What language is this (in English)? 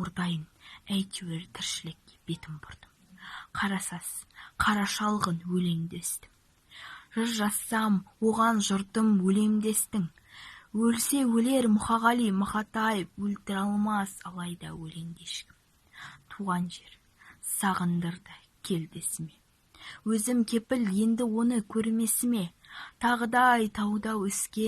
Kazakh